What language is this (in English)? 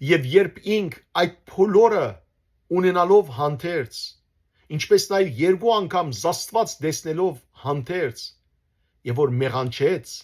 Western Armenian